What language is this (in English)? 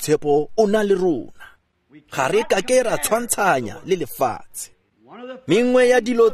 Tswana